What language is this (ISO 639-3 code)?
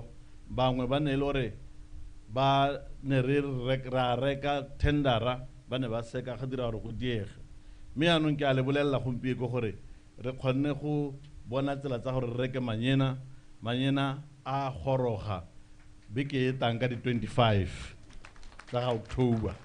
tsn